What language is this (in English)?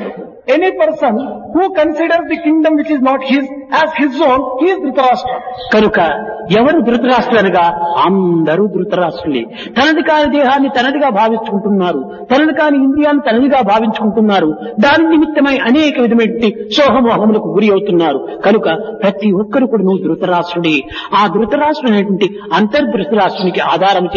Telugu